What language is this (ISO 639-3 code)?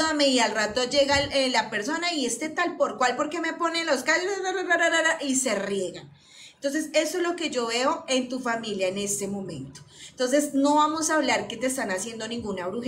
spa